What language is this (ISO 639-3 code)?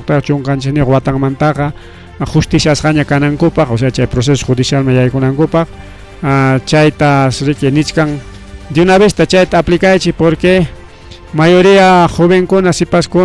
quy